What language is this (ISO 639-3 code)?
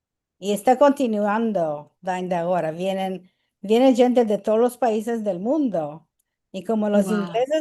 lad